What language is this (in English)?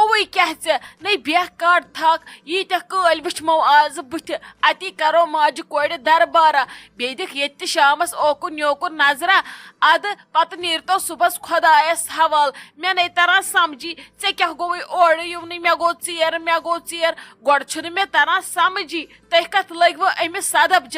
Kashmiri